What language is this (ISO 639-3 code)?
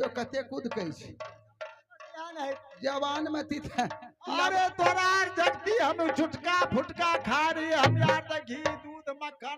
mai